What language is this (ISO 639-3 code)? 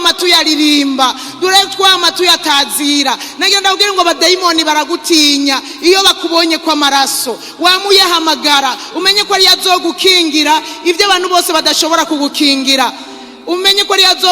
run